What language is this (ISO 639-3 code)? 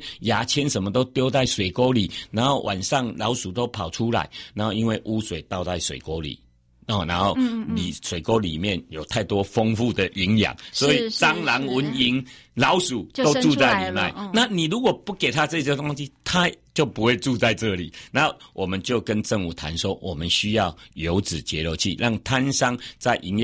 zho